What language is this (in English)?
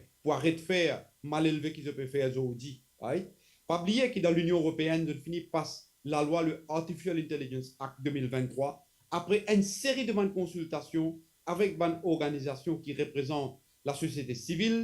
Morisyen